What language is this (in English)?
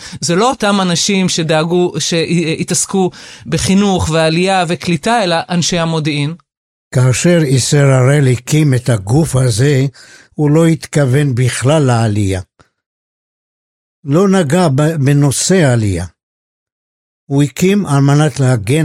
Hebrew